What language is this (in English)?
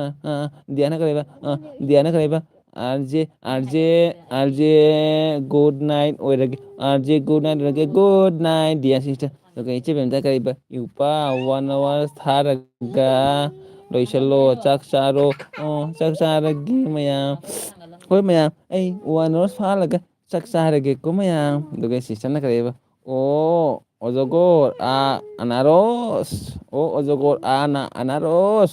Manipuri